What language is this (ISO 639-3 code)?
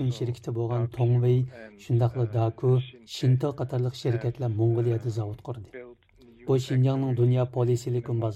uig